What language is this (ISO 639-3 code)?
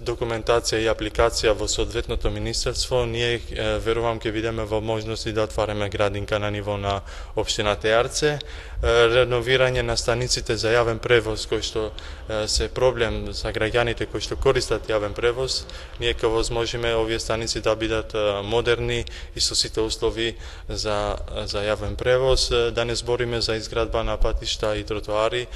mkd